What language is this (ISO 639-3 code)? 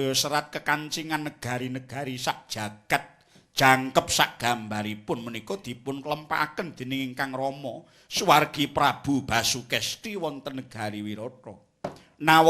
jav